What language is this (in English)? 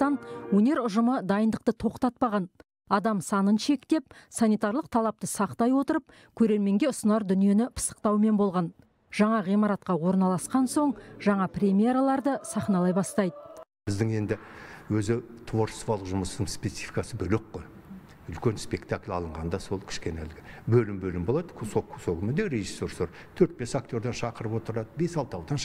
Kazakh